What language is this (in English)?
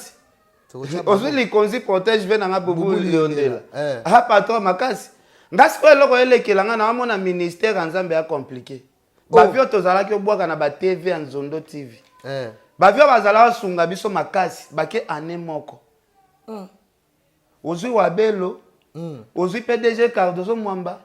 Lingala